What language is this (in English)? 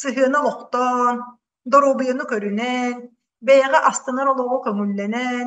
Yakut